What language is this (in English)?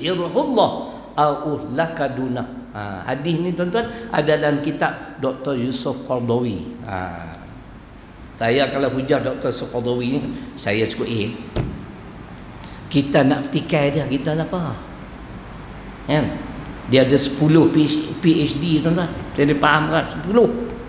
Malay